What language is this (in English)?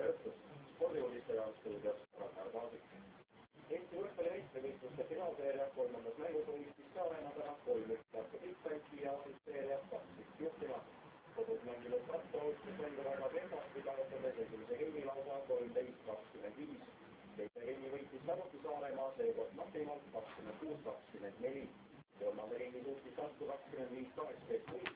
Estonian